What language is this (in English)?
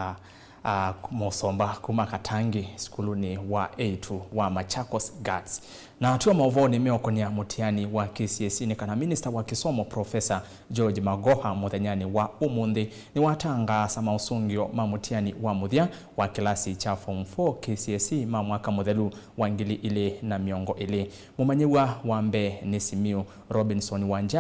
Kamba